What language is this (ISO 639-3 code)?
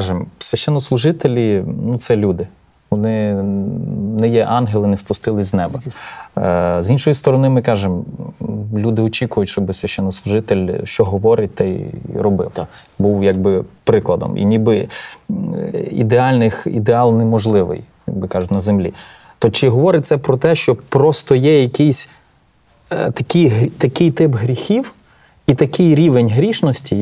ukr